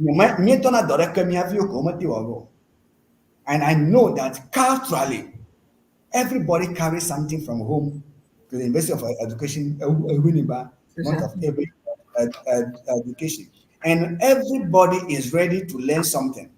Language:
Ewe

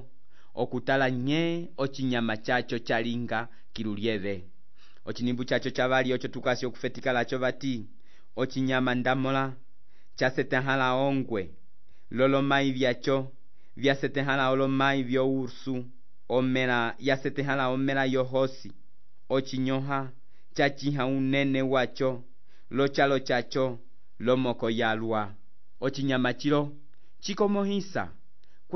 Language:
Umbundu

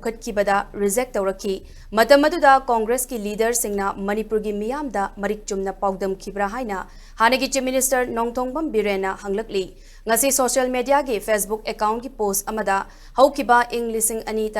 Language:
Manipuri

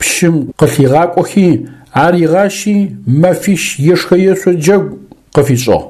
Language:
Adyghe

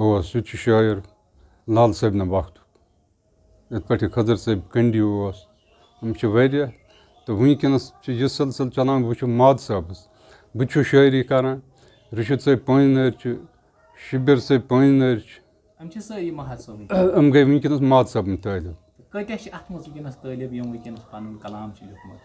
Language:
Kashmiri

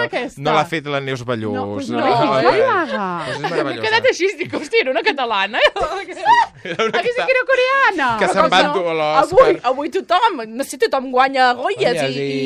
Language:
Catalan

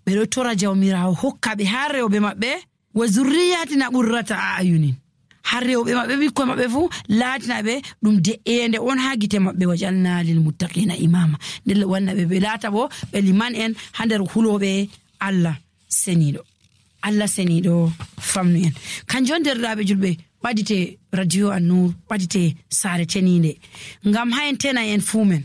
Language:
Nigerian Fulfulde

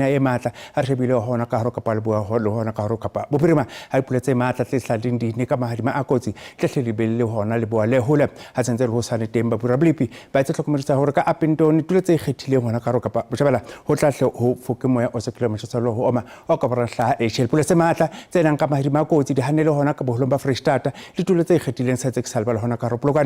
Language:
Southern Sotho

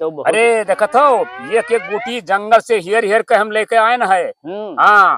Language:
Awadhi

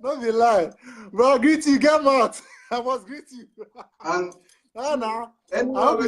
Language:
Nigerian Pidgin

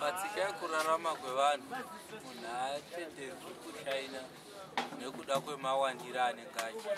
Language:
Shona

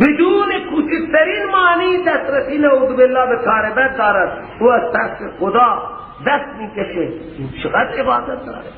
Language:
Persian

